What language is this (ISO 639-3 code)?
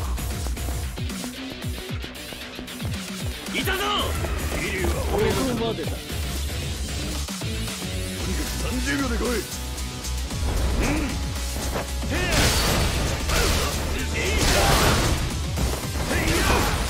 jpn